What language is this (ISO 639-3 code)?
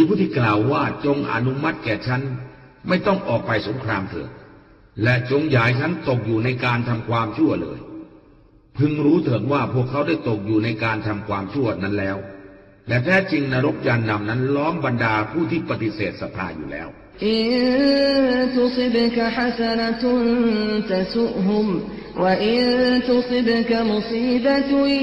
tha